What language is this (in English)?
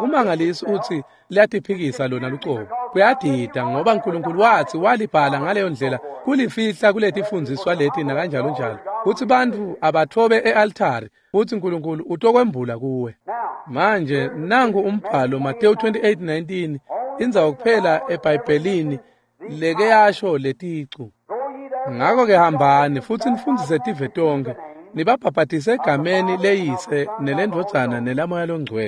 Swati